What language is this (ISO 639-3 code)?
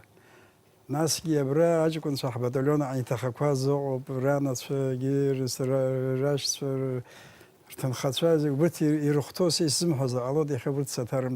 abk